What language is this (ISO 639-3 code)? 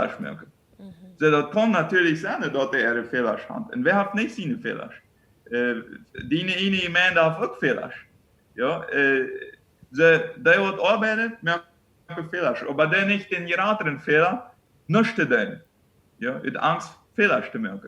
pdt